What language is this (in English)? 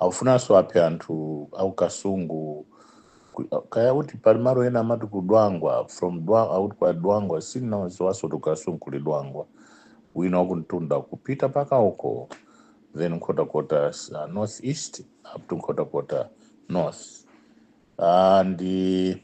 Nyanja